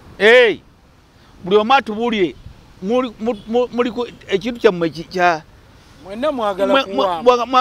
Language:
Ganda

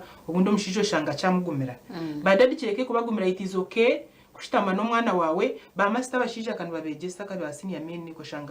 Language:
Nyankole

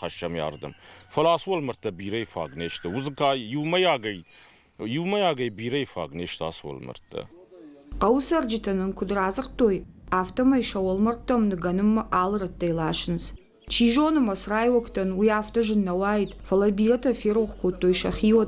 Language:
Ossetic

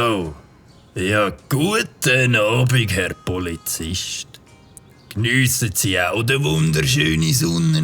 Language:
Swiss German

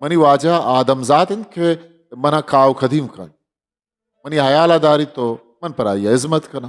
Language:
Eastern Balochi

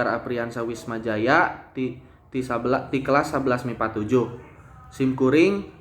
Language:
Sundanese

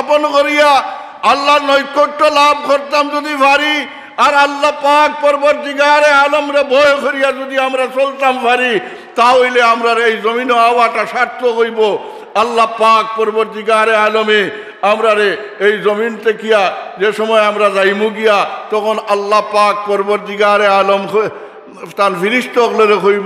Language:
Sylheti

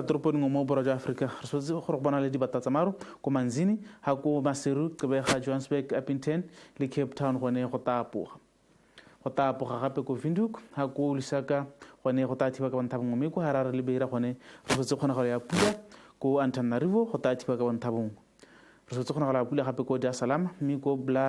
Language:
Tswana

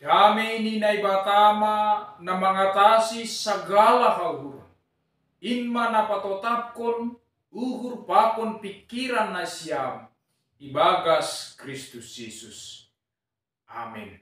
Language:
Batak Simalungun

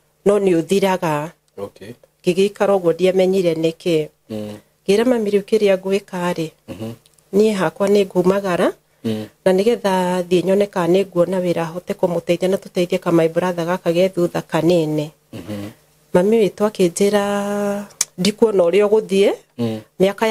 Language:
Kikuyu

